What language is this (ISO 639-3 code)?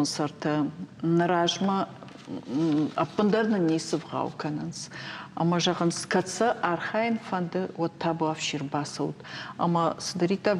oss